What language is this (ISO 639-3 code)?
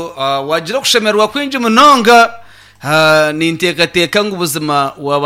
nyn